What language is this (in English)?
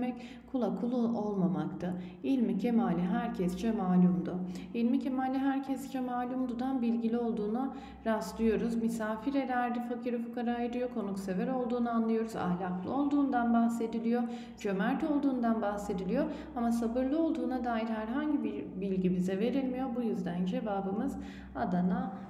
Turkish